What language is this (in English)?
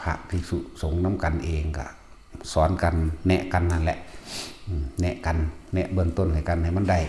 Lao